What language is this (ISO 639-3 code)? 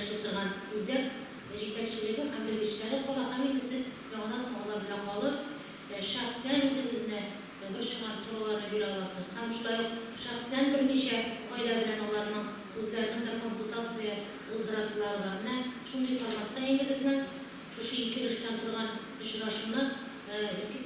tat